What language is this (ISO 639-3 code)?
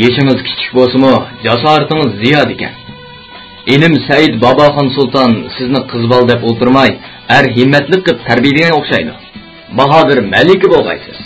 uig